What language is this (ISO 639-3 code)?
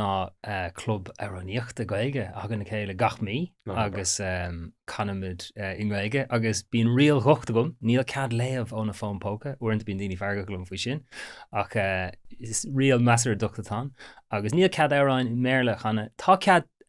gle